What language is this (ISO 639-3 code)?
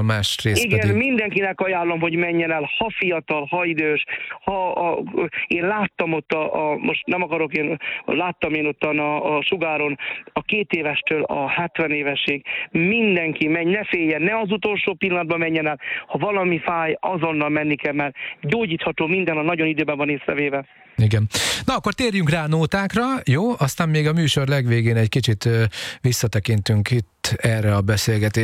hun